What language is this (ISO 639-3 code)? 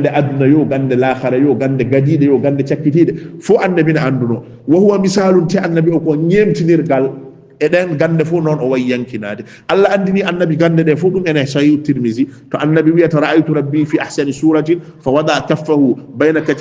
ful